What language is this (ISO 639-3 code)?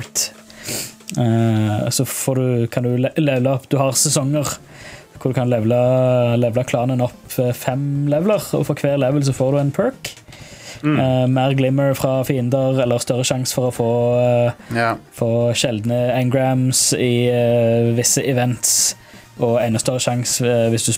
nor